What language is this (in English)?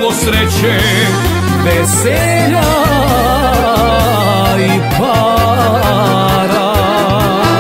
Serbian